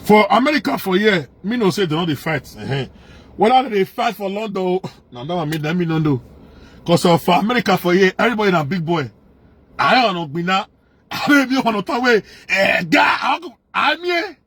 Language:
Nigerian Pidgin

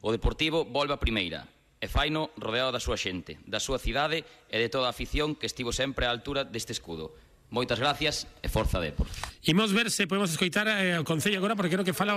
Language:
Galician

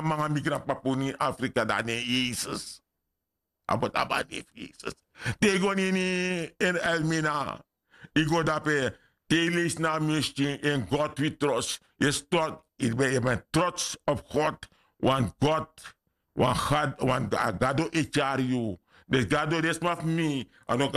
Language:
Sranan Tongo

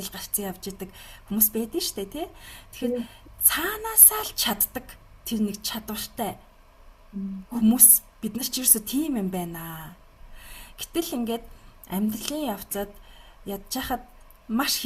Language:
Mongolian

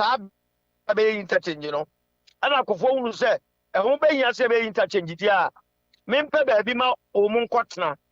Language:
Akan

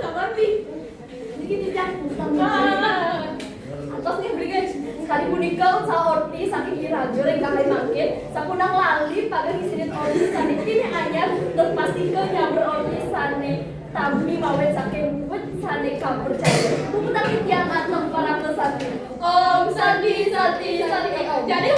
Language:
Balinese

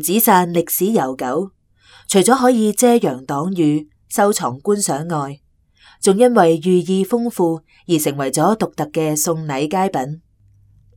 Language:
Cantonese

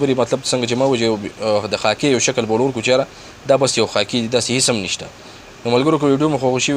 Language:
Pashto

